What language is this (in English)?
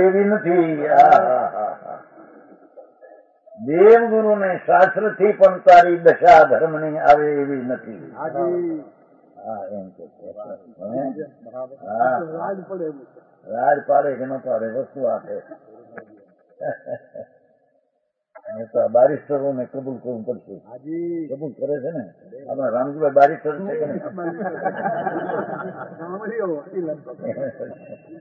Gujarati